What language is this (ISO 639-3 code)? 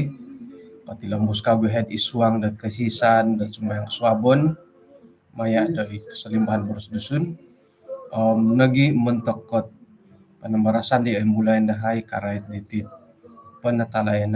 dtp